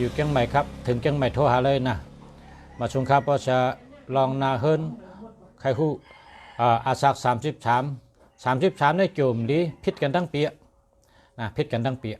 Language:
Shan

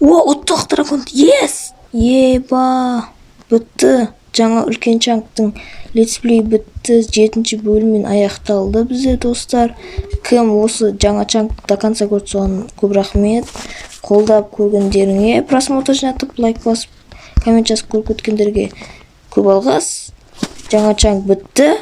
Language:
Kazakh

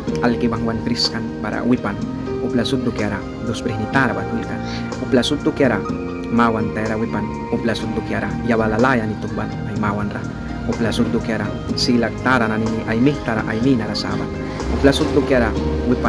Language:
Mískito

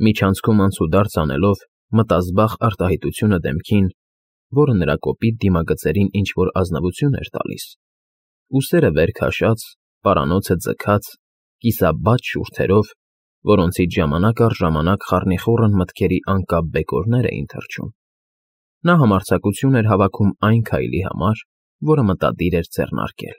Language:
Armenian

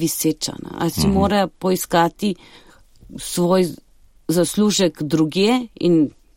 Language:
Slovenian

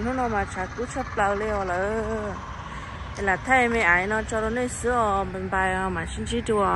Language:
Hmong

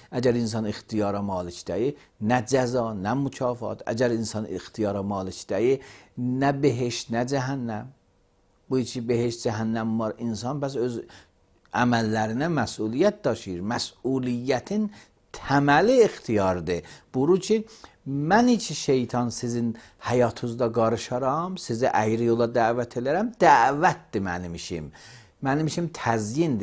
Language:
Azerbaijani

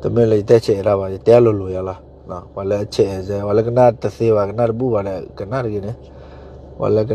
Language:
S'gaw Karen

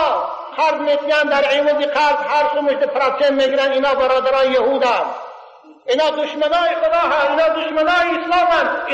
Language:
Tajik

